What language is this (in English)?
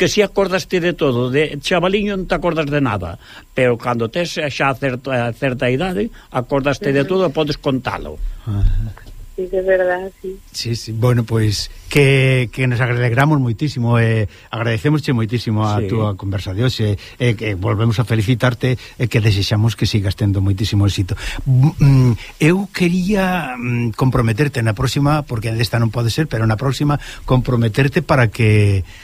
Galician